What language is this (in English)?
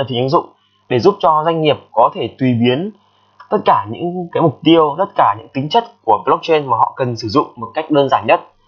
Vietnamese